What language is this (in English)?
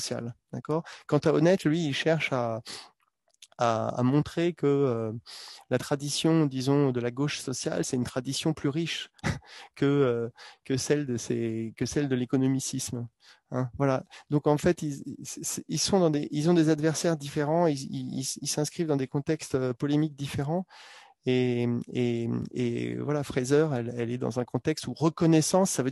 French